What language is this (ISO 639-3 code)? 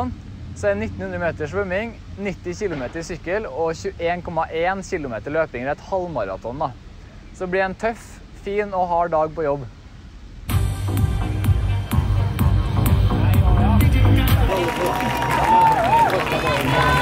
nor